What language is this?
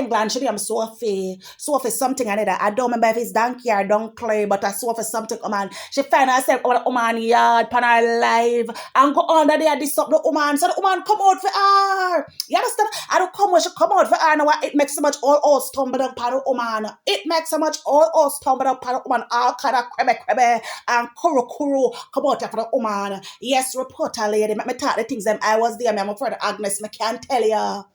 Jamaican Creole English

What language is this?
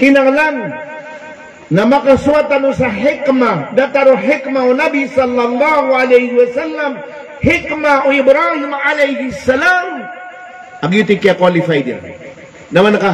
Maranao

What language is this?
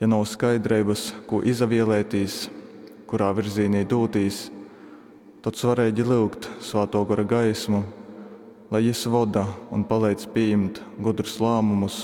Latgalian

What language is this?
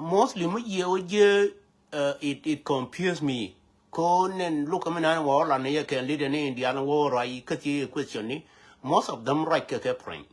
Nuer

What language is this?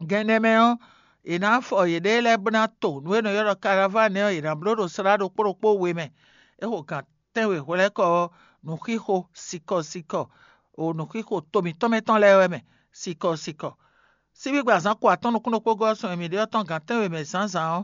Fon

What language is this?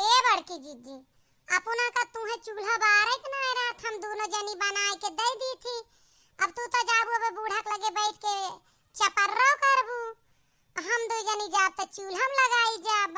Awadhi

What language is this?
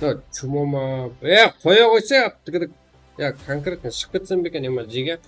Kara-Kalpak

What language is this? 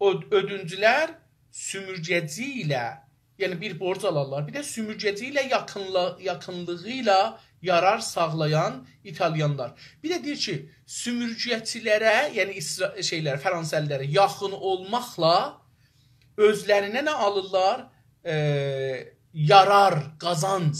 South Azerbaijani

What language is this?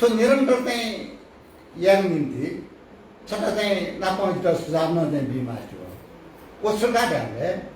Newari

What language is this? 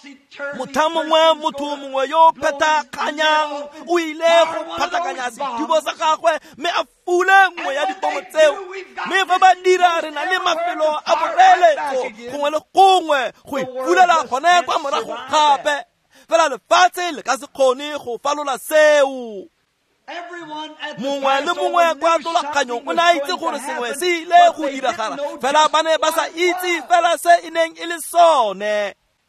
Tswana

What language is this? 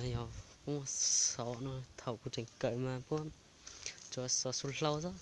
Hmong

